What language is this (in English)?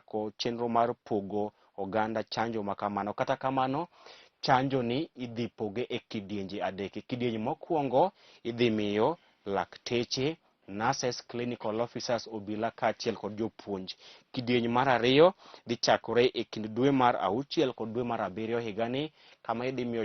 Luo (Kenya and Tanzania)